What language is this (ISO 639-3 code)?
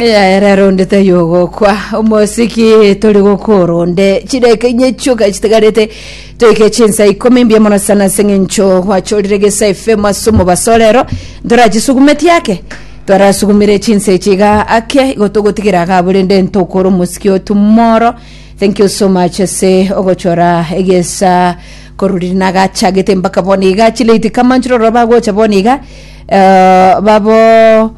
guz